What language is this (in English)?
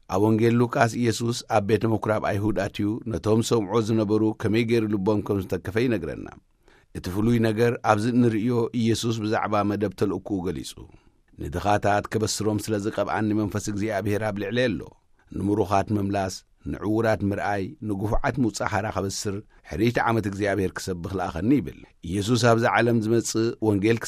Tigrinya